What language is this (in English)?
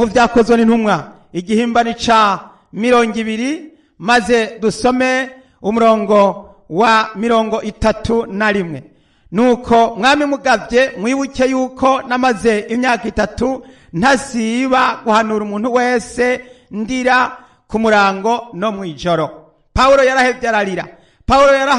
Rundi